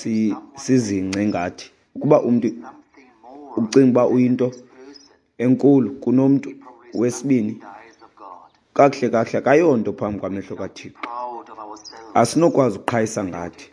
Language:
Xhosa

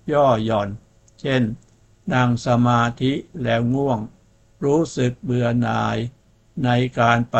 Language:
Thai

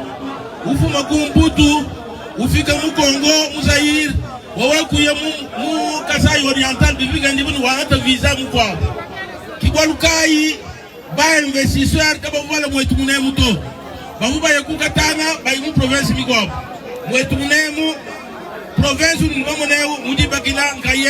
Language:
Luba-Lulua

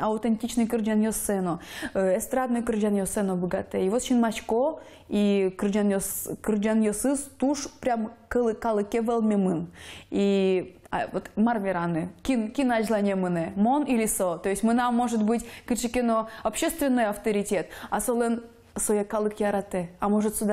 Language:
Udmurt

